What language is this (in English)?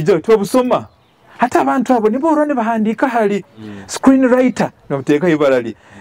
Nyoro